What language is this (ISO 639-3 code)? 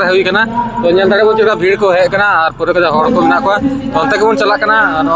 sat